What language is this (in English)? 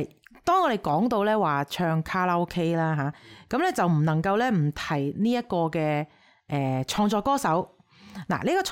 Cantonese